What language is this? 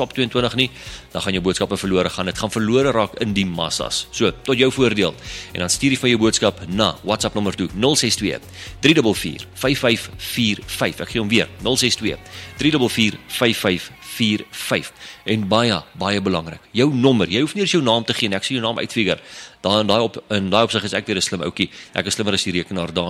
Afrikaans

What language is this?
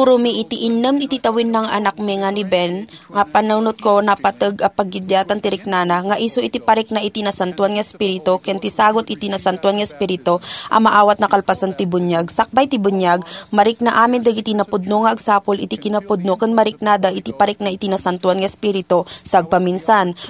Iloko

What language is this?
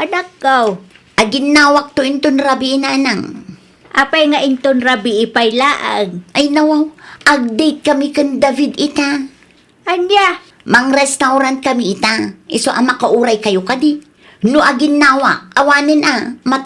Iloko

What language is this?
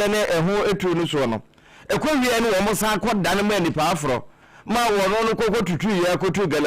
Akan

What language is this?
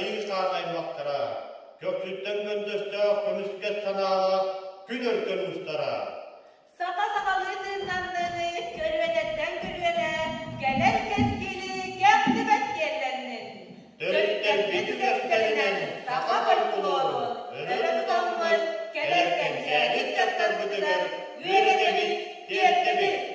Yakut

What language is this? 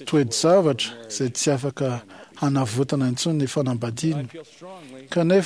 Malagasy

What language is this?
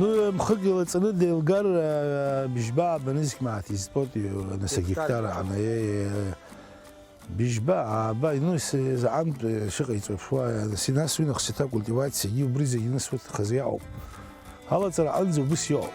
Abkhazian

